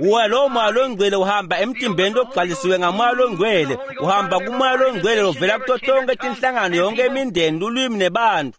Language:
Swati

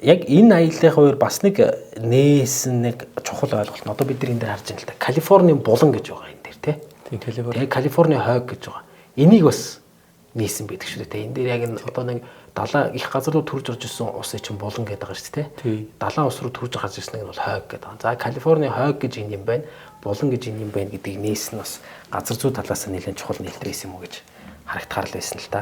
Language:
Mongolian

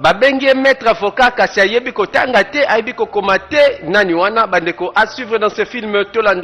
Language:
Lingala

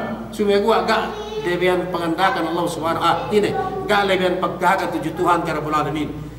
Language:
Yakan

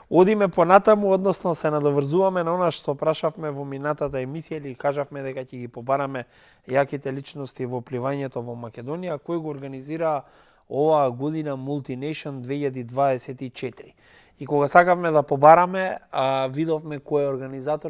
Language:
Macedonian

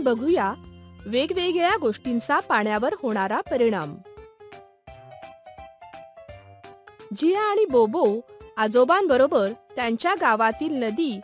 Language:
Marathi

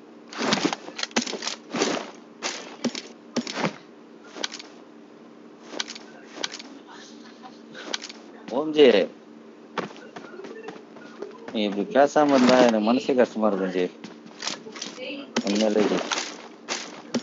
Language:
Tamil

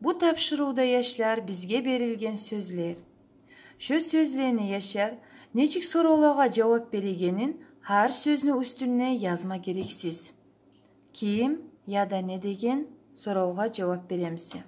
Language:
Kumyk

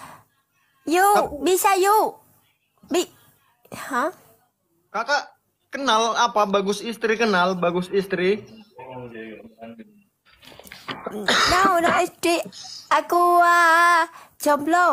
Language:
Indonesian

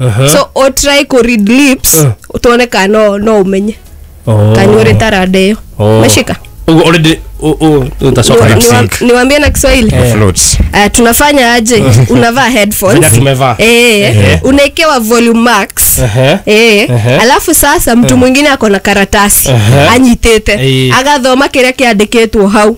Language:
Kikuyu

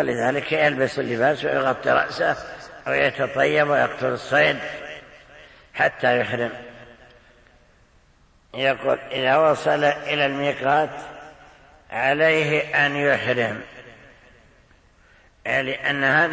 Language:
Arabic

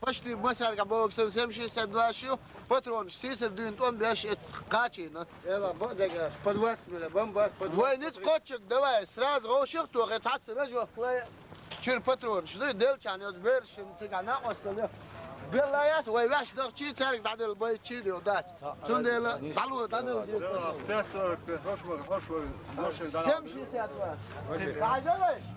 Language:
Chechen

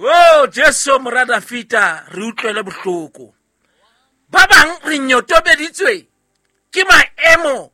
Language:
Southern Sotho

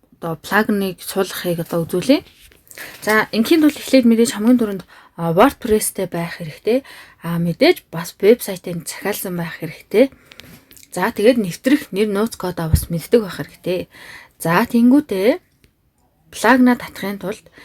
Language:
Mongolian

